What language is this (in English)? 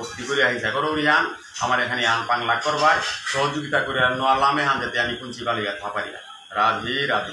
Bishnupriya